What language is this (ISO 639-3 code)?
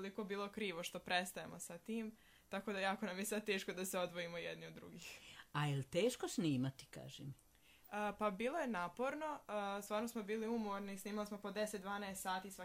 srp